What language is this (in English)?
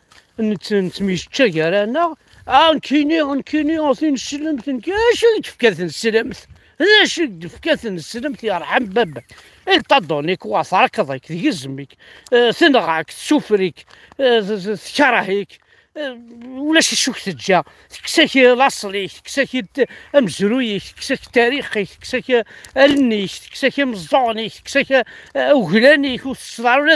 Kabyle